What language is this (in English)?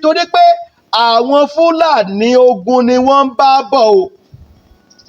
Yoruba